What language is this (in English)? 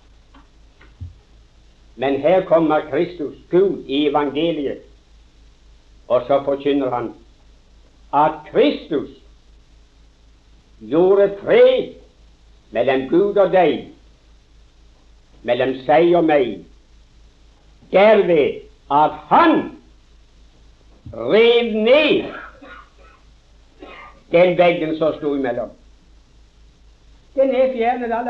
Norwegian